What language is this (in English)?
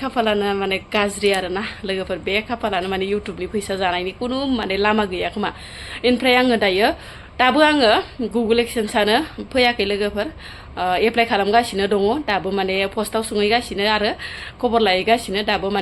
Bodo